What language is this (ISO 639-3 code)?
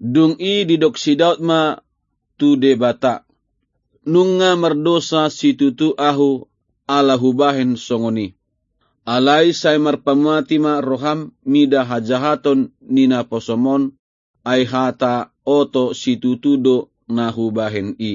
bbc